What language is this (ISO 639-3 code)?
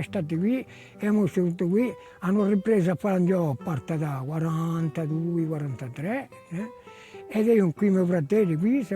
cos